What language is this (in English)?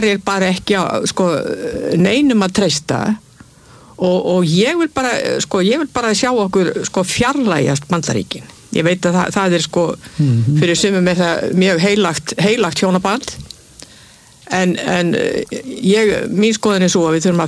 Icelandic